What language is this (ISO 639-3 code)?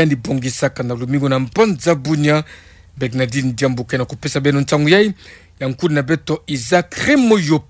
ktu